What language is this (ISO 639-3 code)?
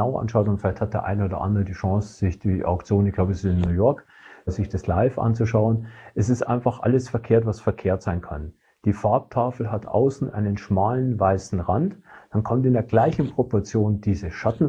deu